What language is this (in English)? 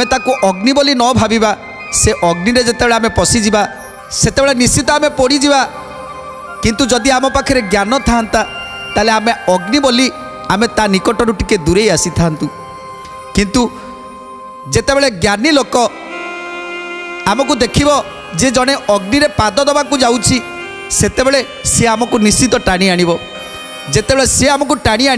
Odia